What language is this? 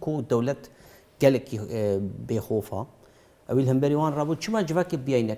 Kurdish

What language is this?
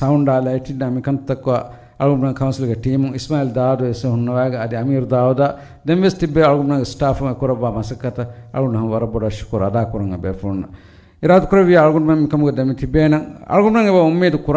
Divehi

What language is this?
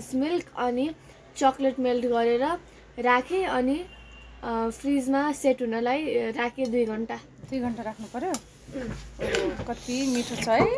Nepali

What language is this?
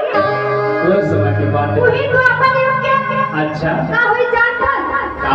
Chhattisgarhi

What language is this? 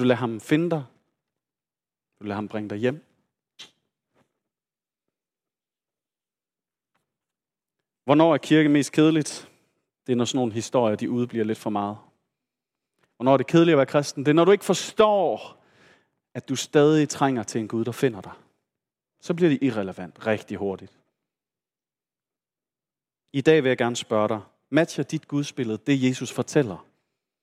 Danish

